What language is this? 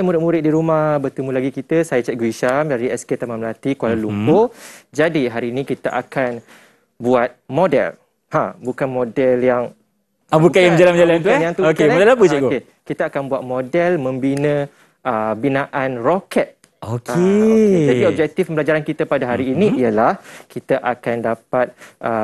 Malay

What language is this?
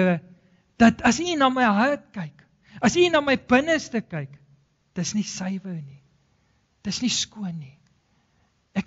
Afrikaans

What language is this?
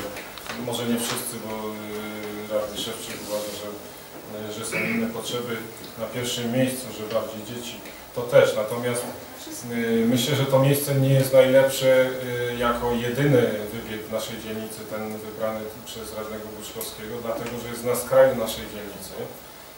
Polish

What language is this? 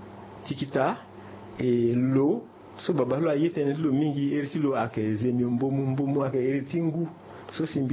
Sango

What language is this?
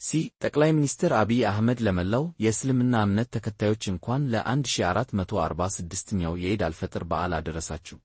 Amharic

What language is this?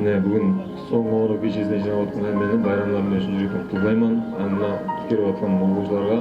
Kara-Kalpak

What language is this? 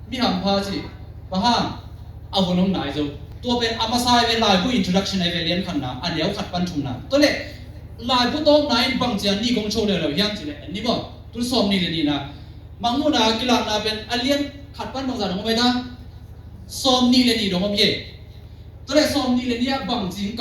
Tedim Chin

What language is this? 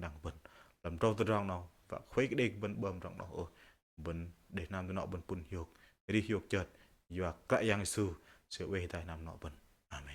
Bahnar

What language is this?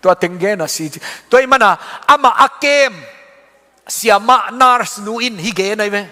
Tedim Chin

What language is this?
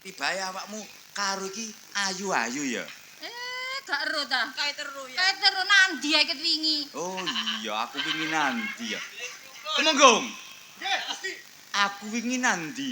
Javanese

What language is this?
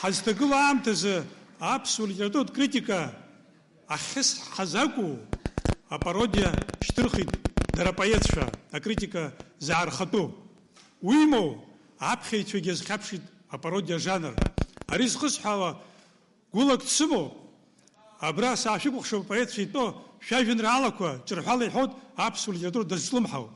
Abkhazian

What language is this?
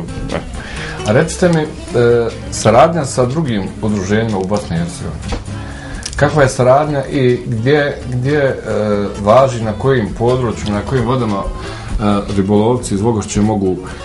Bosnian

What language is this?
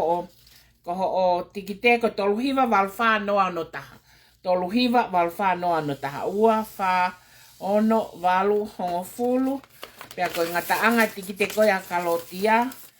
Tongan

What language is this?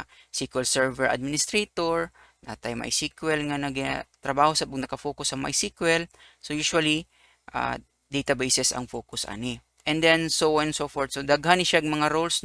Cebuano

